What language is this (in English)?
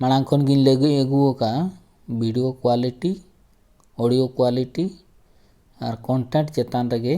Santali